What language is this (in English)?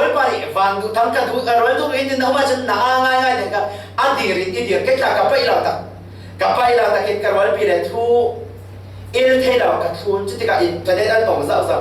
Falam Chin